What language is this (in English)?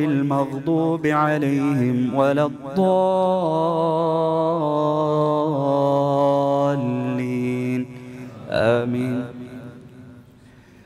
Arabic